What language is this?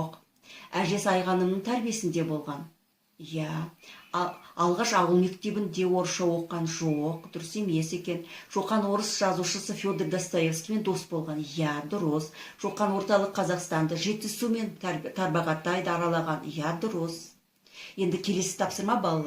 Kazakh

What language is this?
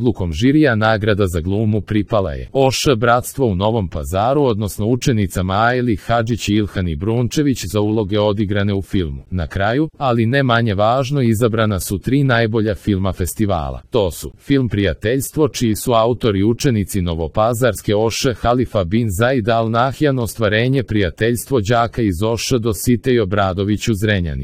Serbian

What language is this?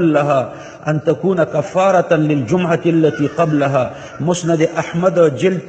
Pashto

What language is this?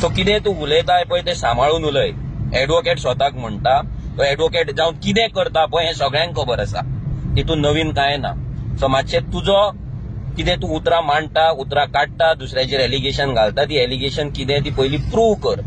Konkani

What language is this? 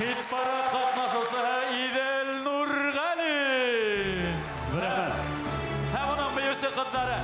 Bashkir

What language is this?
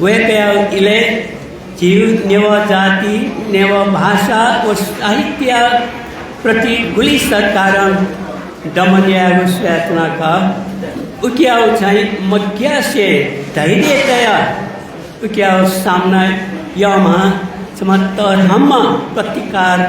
Newari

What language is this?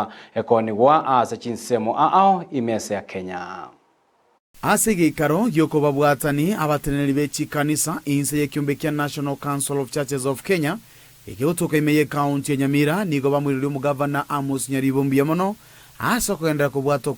Gusii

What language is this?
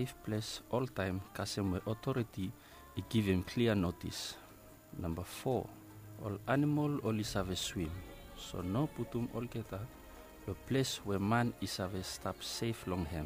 Bislama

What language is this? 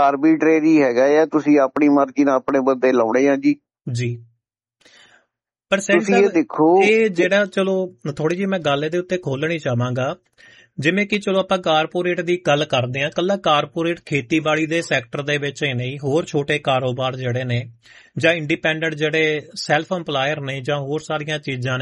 Punjabi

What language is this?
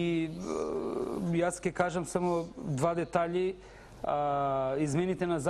Macedonian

